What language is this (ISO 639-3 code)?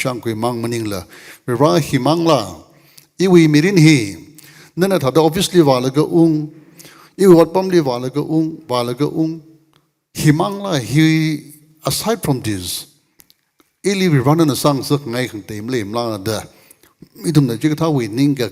nmf